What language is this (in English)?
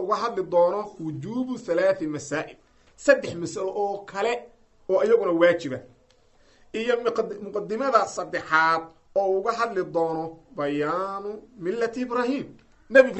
Somali